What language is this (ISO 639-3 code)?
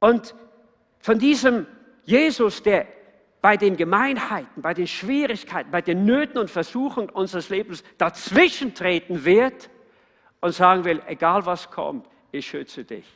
gsw